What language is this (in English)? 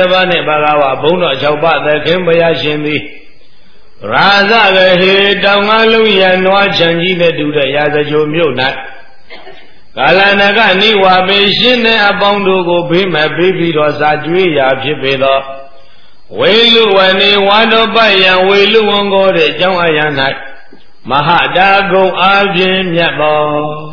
Burmese